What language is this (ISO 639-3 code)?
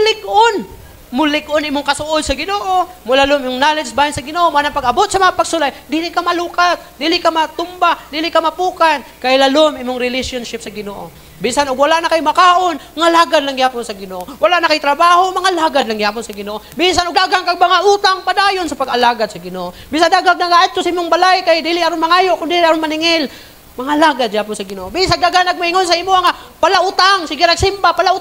ceb